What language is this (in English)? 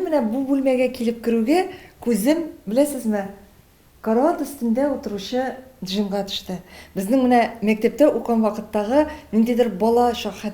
Tatar